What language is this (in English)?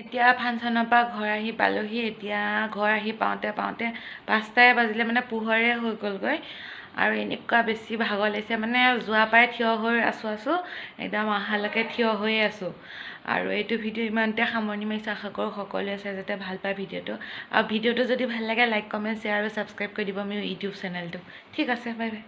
Assamese